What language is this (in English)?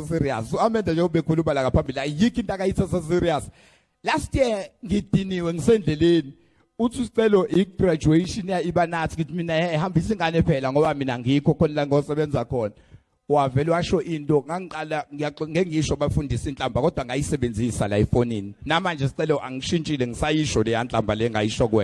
Zulu